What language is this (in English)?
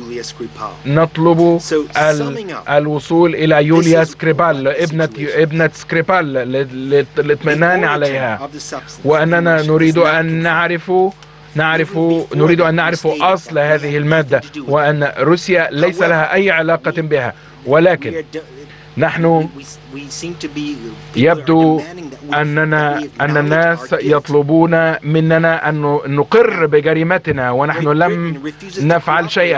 Arabic